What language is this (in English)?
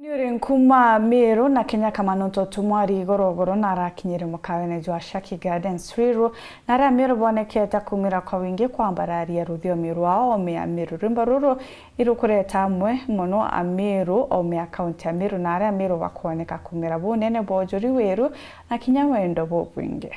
Meru